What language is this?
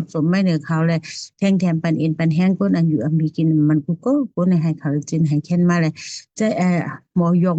Shan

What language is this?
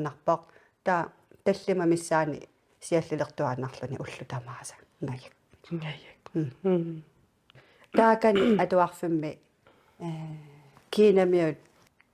Kalaallisut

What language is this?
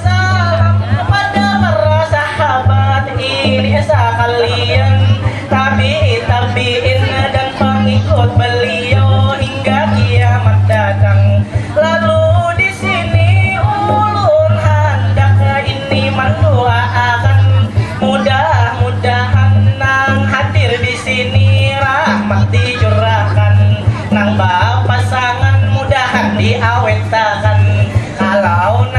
Banjar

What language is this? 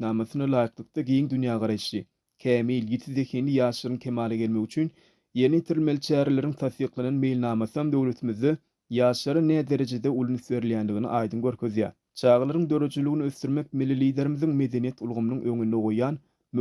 Turkmen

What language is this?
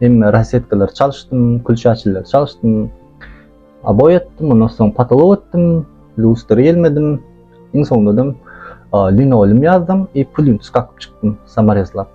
Turkmen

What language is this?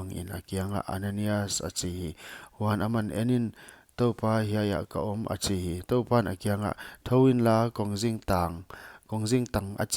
Paite Chin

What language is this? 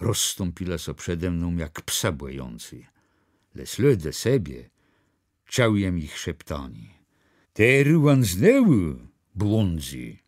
Kashubian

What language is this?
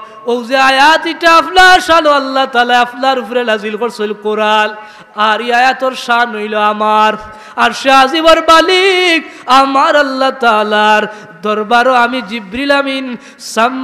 Sylheti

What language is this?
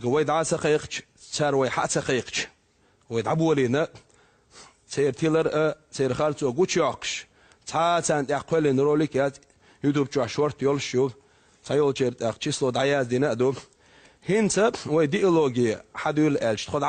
Chechen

